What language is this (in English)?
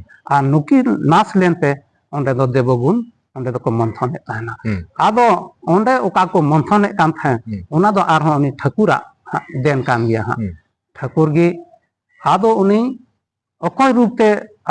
Santali